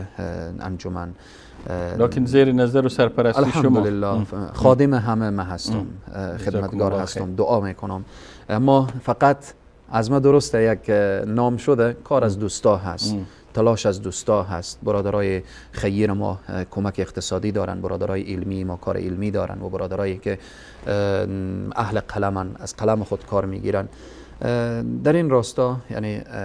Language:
Persian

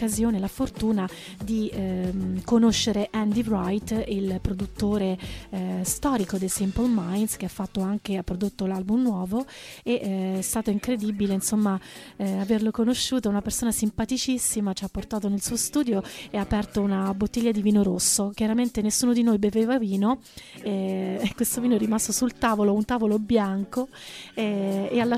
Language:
Italian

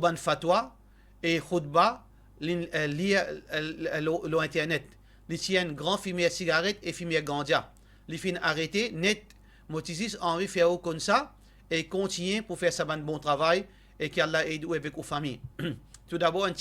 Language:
Morisyen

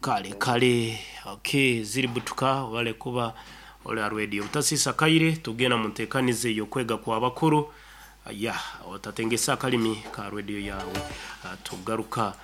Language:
Nyankole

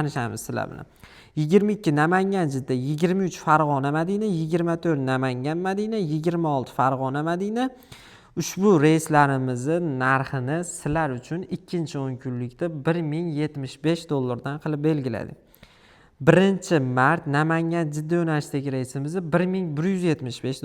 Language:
Uzbek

